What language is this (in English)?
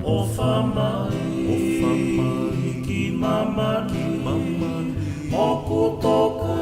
Tongan